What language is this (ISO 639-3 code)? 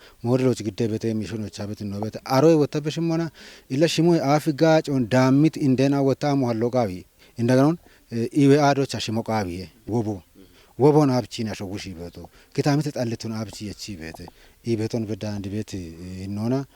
kbr